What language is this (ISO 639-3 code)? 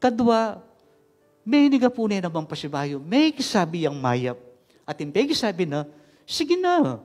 pam